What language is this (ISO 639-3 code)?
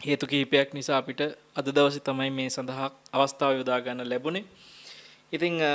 sin